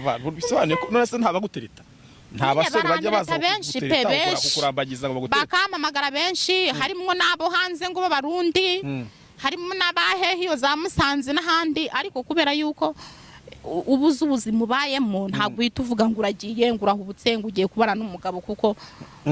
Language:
Kinyarwanda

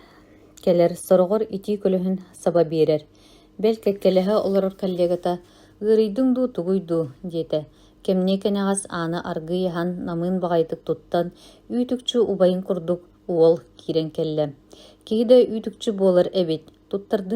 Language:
Yakut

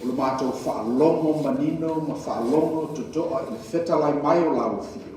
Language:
Samoan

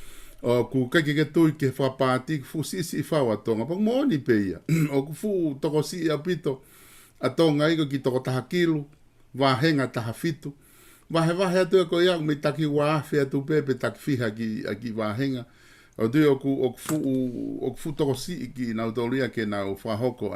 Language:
Tongan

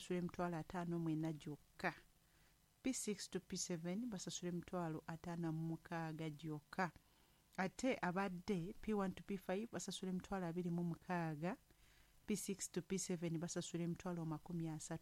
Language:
Ganda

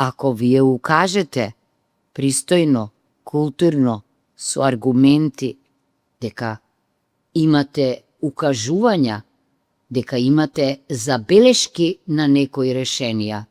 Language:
Macedonian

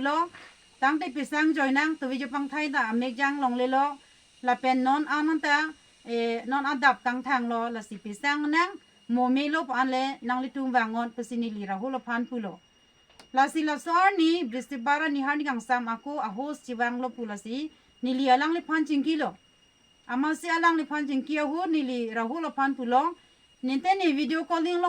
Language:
Karbi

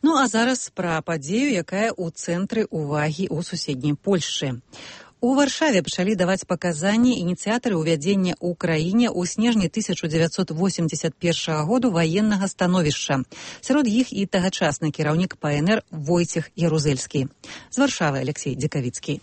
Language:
Belarusian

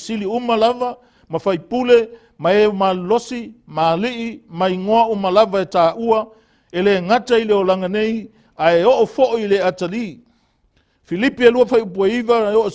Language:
Samoan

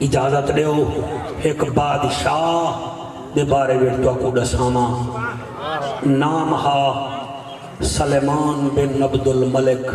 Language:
Saraiki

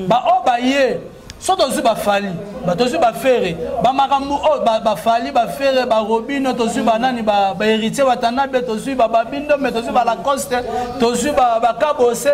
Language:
Lingala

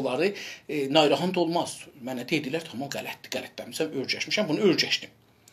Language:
South Azerbaijani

